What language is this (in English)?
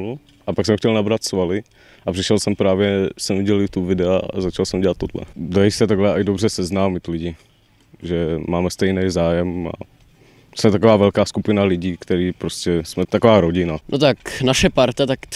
Czech